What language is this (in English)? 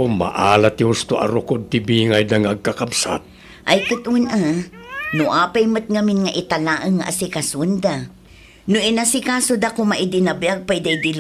Iloko